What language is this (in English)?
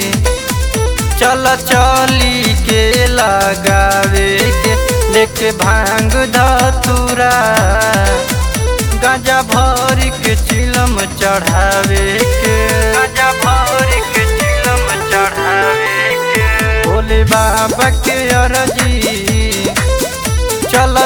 Bhojpuri